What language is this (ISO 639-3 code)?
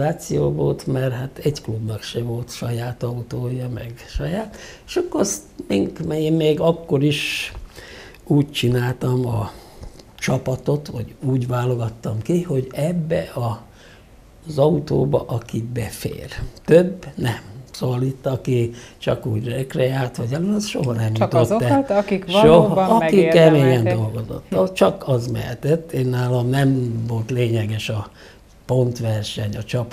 hun